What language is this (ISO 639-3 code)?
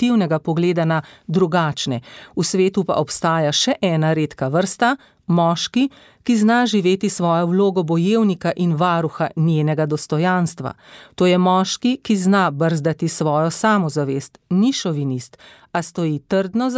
slv